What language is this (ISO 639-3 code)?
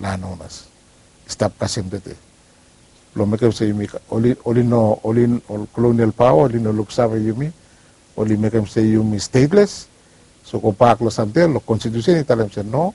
bis